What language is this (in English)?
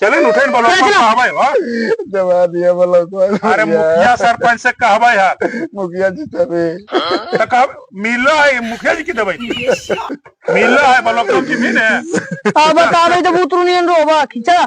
Magahi